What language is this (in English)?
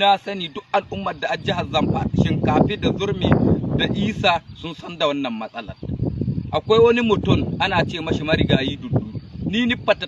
Hausa